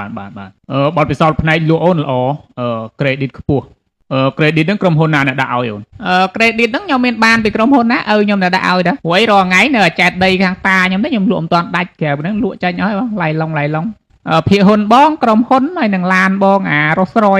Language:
Khmer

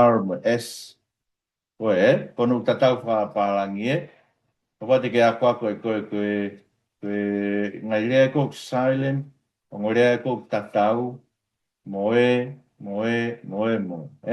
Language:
Tongan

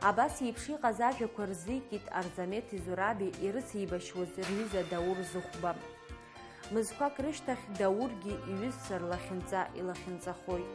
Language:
Abkhazian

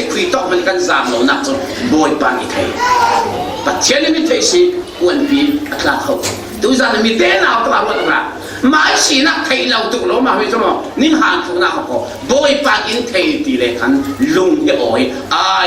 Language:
Falam Chin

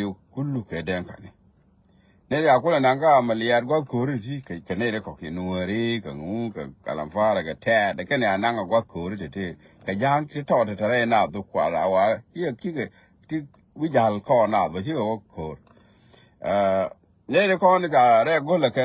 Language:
Nuer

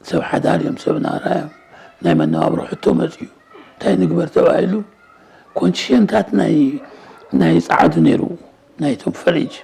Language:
Tigrinya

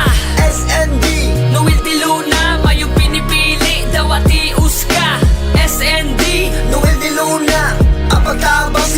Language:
Bikol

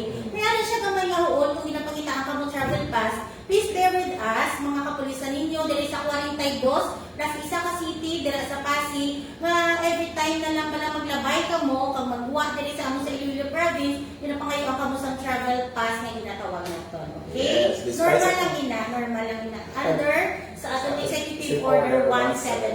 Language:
Hiligaynon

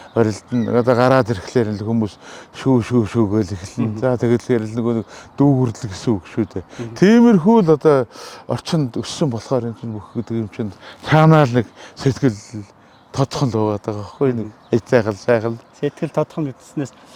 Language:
Mongolian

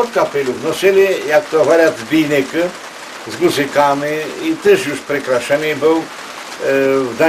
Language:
Rusyn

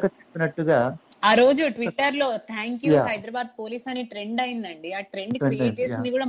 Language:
Telugu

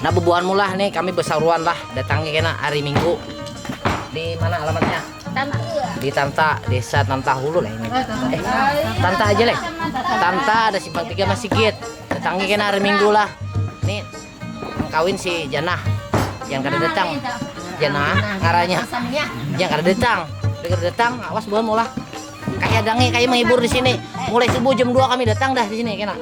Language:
Banjar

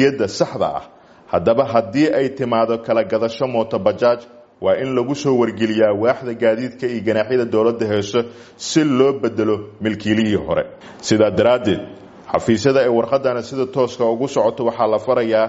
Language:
Somali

